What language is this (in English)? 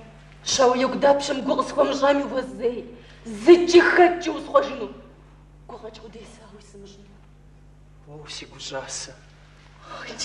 Kabardian